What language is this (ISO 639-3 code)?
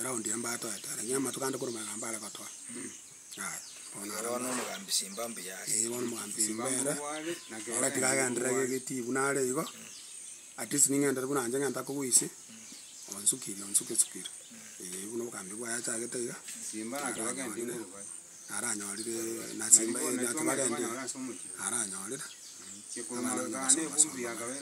guz